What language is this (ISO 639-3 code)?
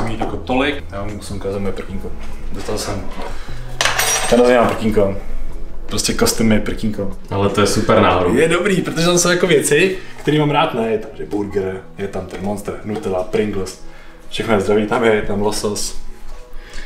ces